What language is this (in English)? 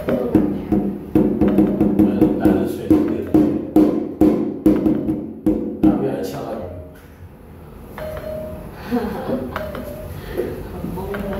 Chinese